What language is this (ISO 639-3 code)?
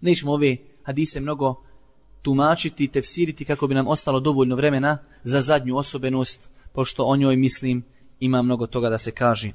bos